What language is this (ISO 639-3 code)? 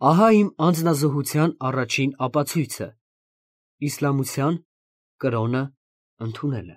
hye